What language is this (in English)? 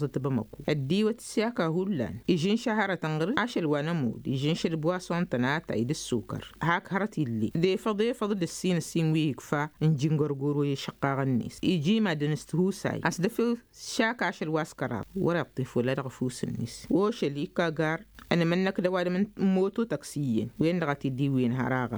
Tamasheq